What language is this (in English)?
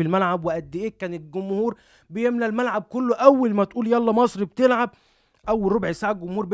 Egyptian Arabic